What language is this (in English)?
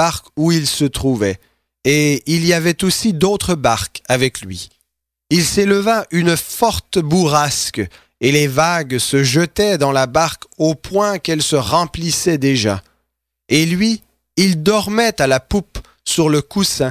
French